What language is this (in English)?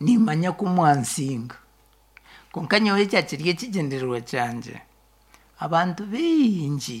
Nyankole